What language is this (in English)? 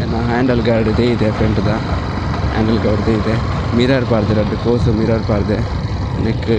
Tulu